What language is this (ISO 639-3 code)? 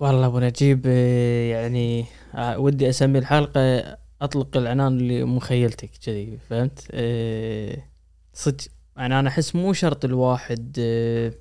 afb